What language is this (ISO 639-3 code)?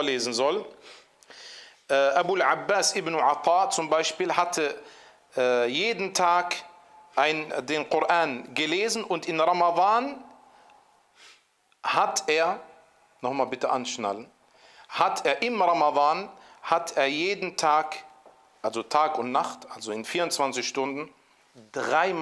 deu